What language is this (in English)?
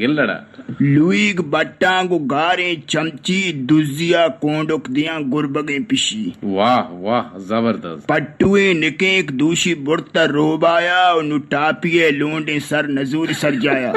Eastern Balochi